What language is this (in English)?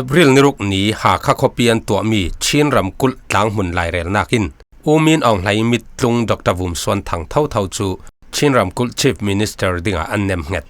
Falam Chin